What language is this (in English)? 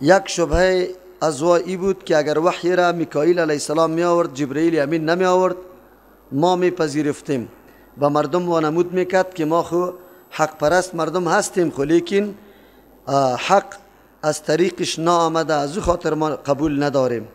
Persian